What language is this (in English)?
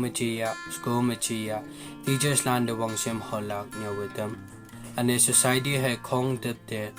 Konyak Naga